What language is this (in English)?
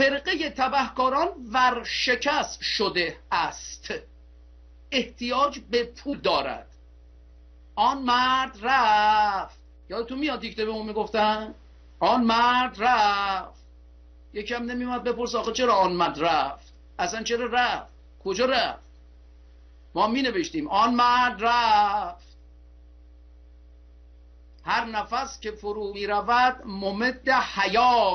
Persian